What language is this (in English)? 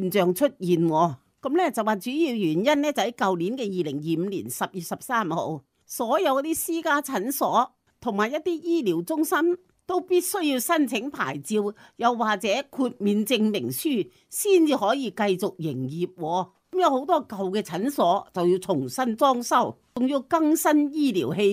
Cantonese